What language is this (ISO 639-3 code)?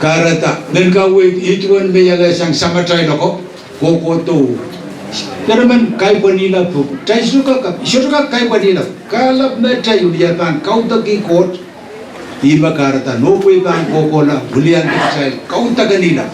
pon